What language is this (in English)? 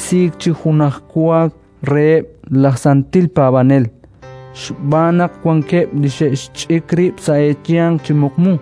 Kekchí